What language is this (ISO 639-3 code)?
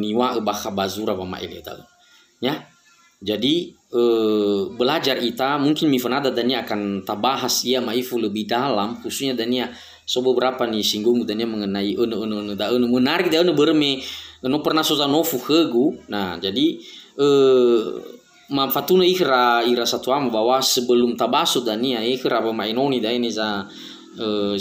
nia